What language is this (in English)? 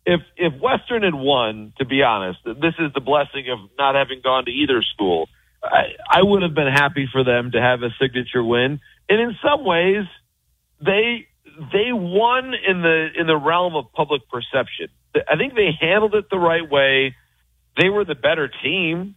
English